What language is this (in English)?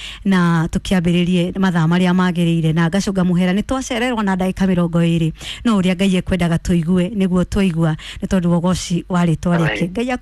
Kikuyu